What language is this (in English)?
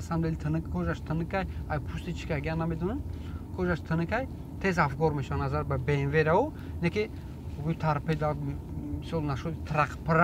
Tajik